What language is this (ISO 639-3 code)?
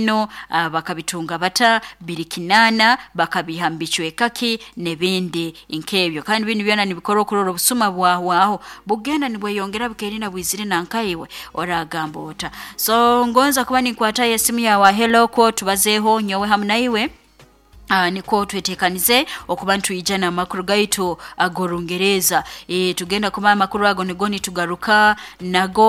nyo